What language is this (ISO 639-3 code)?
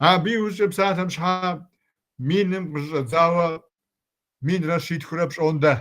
kbd